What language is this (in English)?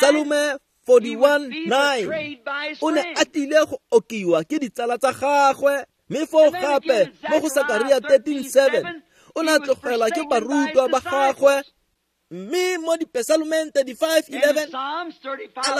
Tswana